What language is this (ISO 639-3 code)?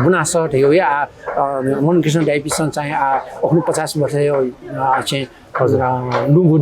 new